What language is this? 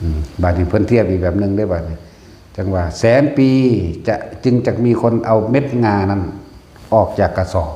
Northeastern Thai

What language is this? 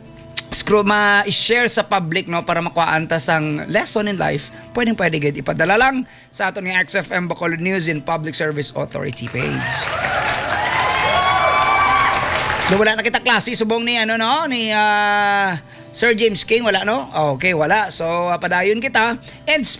Hiligaynon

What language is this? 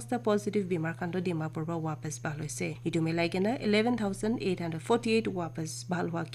Naga Pidgin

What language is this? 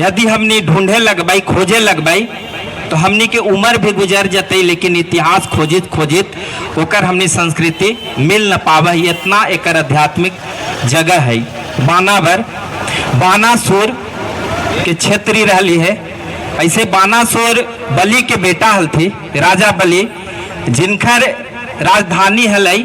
Magahi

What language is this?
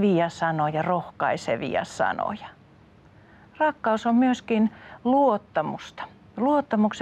Finnish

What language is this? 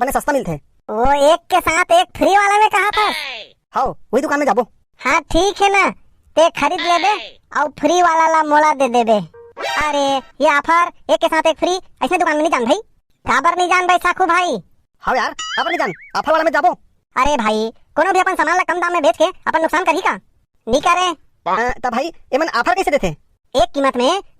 Chhattisgarhi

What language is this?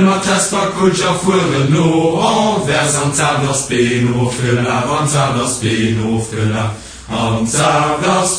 Luxembourgish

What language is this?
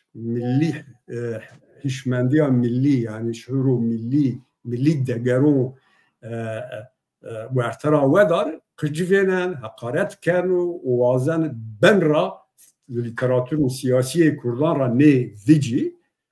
Zaza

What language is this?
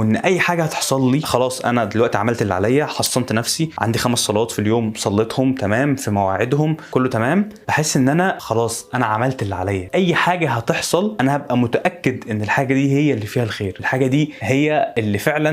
Egyptian Arabic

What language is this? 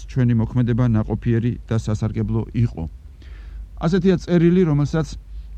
Georgian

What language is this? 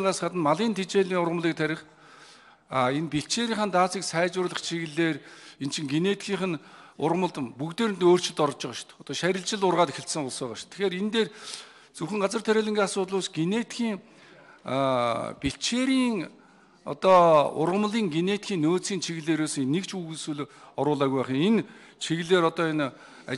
Mongolian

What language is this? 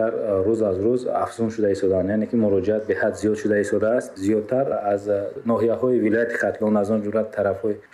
Tajik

